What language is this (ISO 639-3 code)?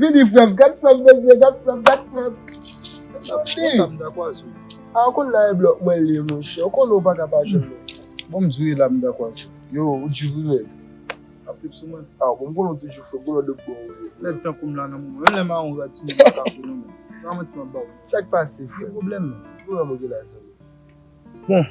hat